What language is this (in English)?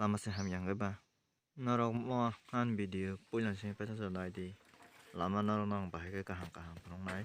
Kok Borok